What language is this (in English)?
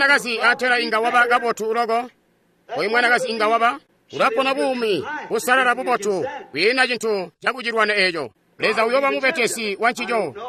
Tonga (Zambia)